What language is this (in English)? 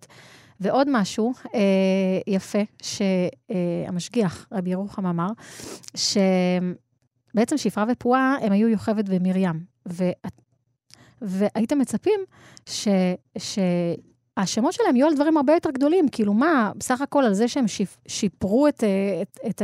Hebrew